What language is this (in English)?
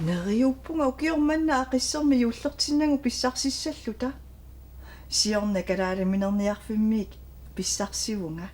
Kalaallisut